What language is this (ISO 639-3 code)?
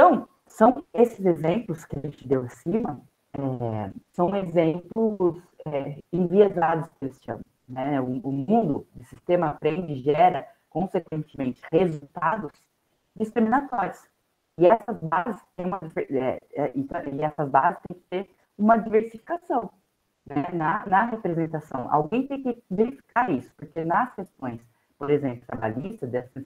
por